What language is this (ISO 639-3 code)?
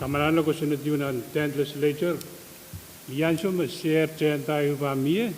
pon